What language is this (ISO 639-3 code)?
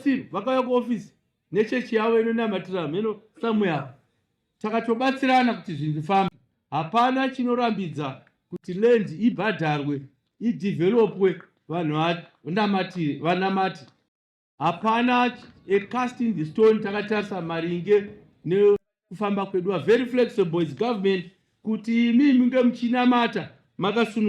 sna